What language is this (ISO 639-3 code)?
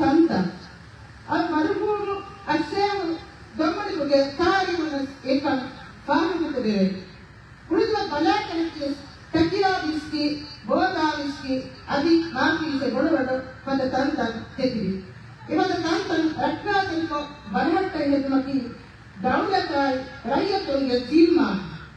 div